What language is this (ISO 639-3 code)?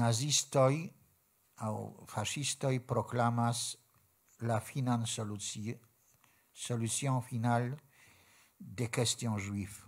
epo